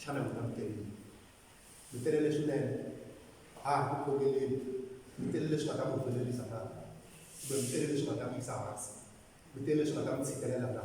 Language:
Tsonga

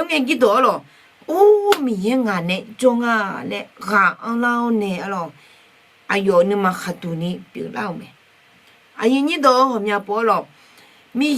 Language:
Akha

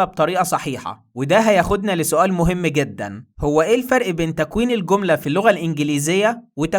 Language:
Egyptian Arabic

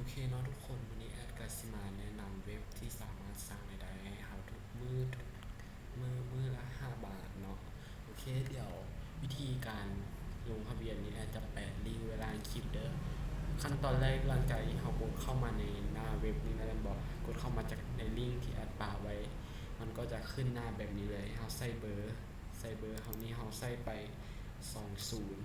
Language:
Lao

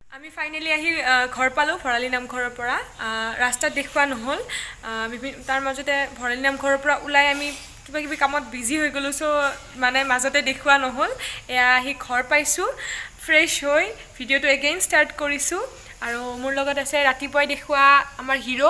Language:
Assamese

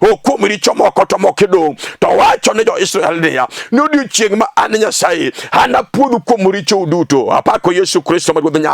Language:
Luo (Kenya and Tanzania)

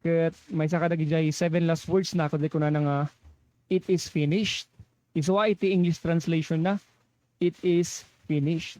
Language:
Iloko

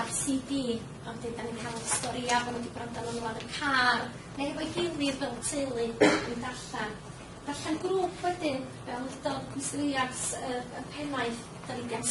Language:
Welsh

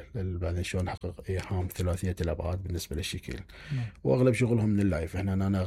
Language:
Mesopotamian Arabic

